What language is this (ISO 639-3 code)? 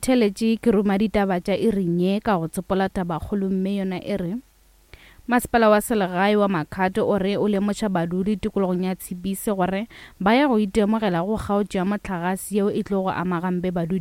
nso